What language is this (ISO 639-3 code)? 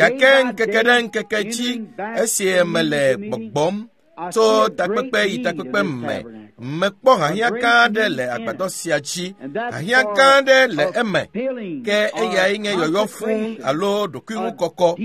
ewe